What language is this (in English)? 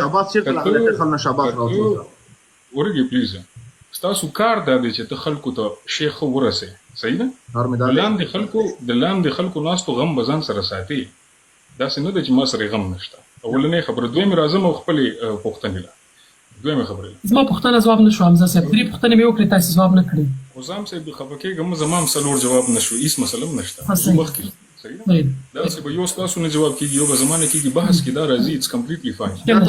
Pashto